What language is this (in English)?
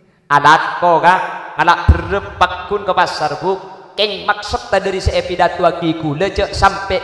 Madurese